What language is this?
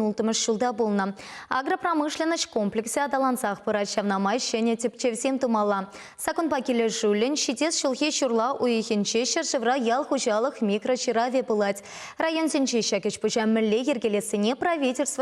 Chuvash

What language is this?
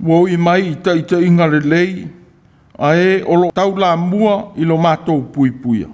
Samoan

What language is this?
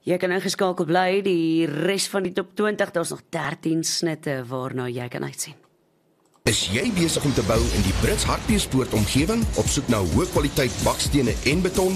Afrikaans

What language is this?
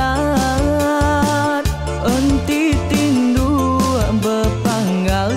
Iban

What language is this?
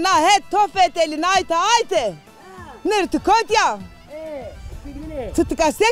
Zaza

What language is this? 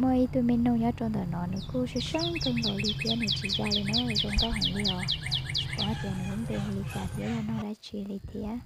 Hmong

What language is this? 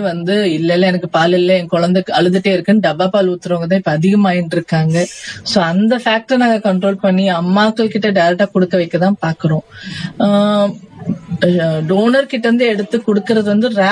Tamil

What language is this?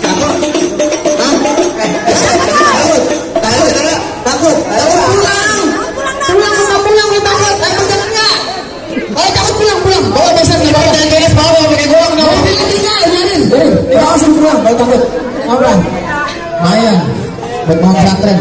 Betawi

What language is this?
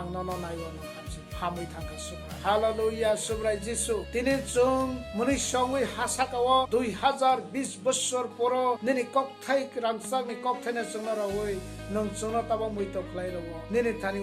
Kok Borok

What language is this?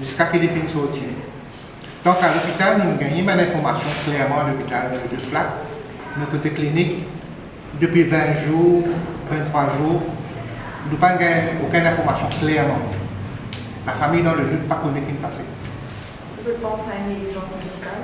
Morisyen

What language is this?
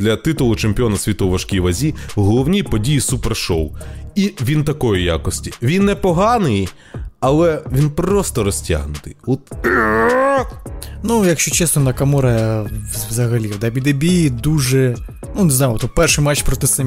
Ukrainian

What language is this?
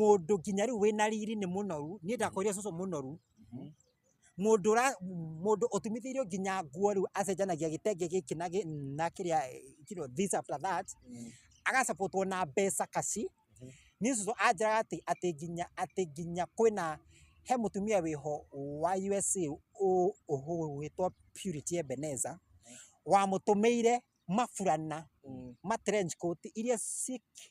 Kikuyu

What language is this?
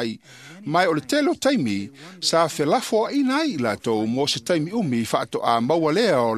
Samoan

